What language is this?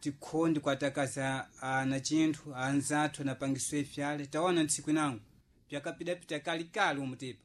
Sena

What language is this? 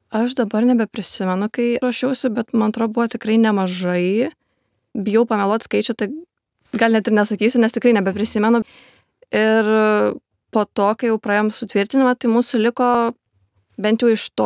Lithuanian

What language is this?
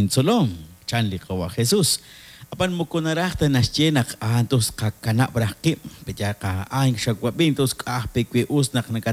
Kekchí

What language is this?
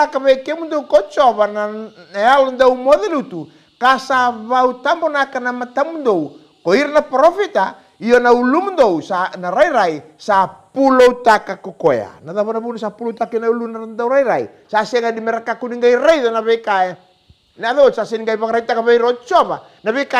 Fijian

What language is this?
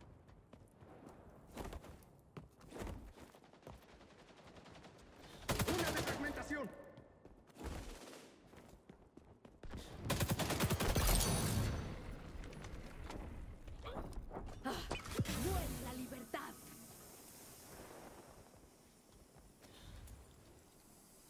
Spanish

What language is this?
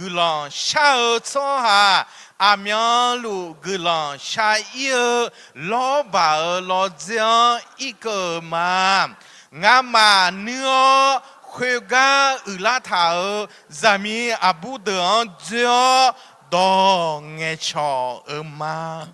Akha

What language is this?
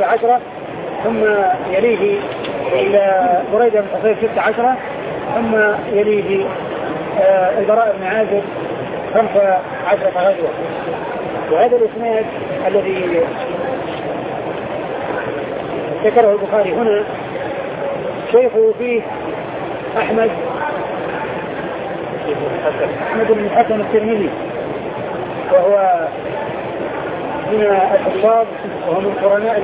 Arabic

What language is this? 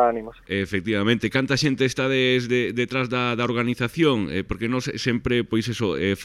Galician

